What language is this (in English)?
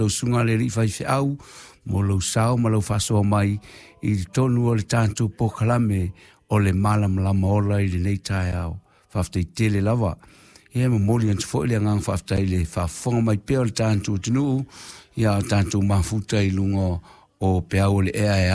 Samoan